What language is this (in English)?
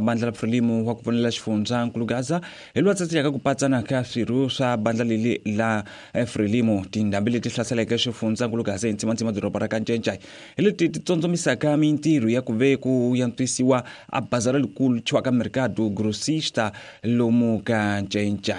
Tsonga